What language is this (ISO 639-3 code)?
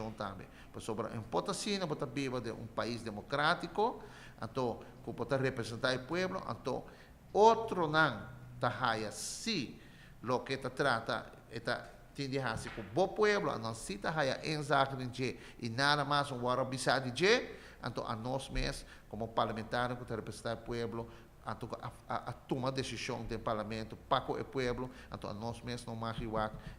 pap